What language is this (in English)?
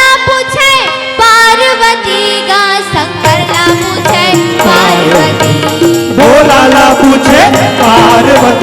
Chhattisgarhi